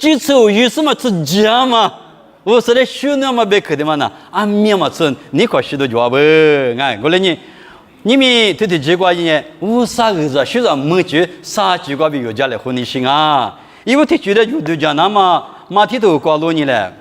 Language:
Lisu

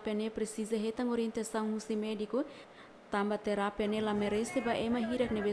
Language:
Tetum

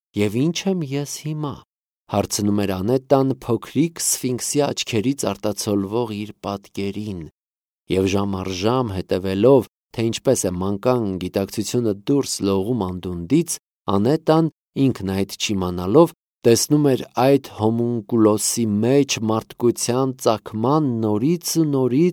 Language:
Armenian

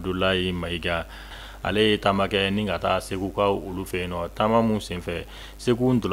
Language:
Bambara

